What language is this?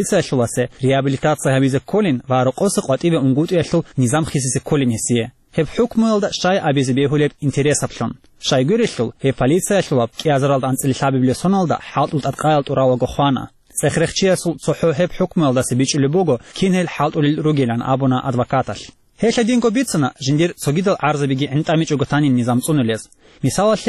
Avaric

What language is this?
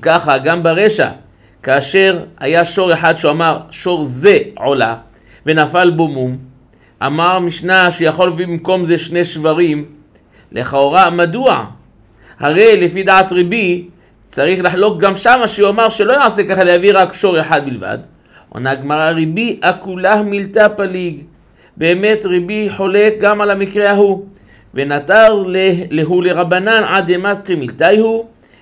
Hebrew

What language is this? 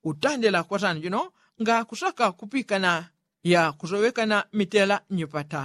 Yao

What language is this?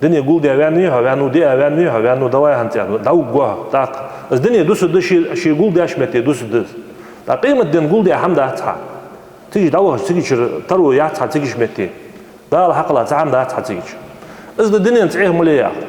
Ingush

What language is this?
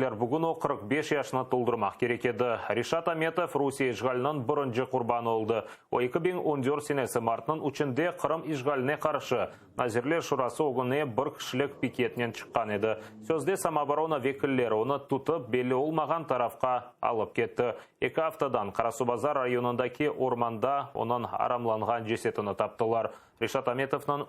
Crimean Tatar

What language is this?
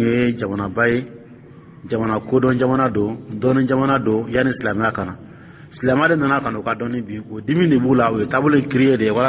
Dyula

